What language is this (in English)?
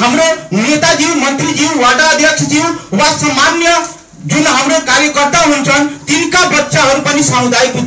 Nepali